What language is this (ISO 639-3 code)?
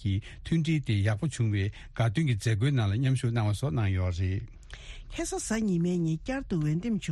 bod